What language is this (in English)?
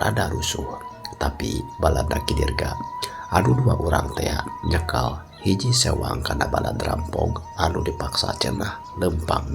Sundanese